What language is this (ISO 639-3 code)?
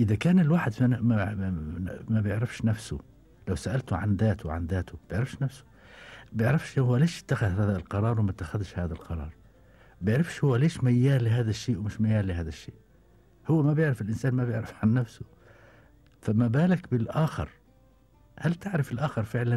afb